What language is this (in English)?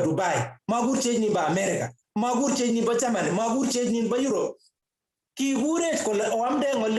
Kalenjin